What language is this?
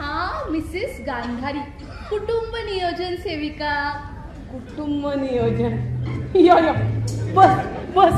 Konkani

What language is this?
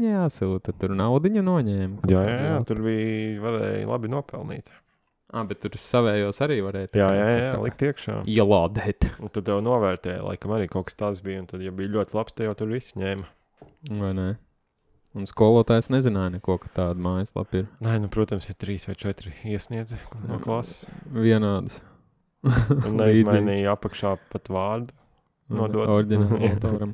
Latvian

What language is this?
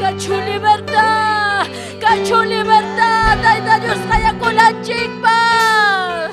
Ayacucho Quechua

